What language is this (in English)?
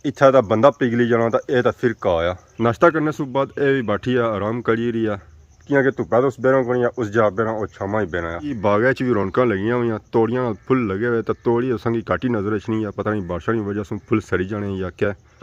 Pahari-Potwari